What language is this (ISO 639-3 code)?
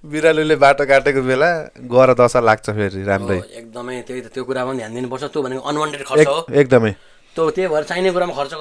nep